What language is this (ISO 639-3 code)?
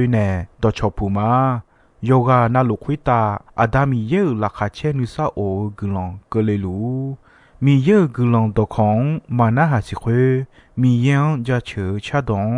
ahk